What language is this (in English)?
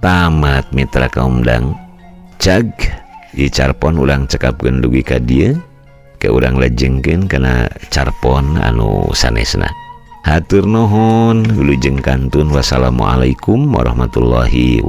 Sundanese